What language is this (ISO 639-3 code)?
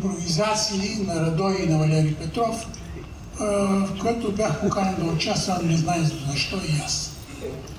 bul